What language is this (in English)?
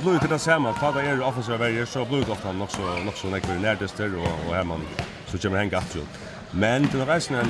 Faroese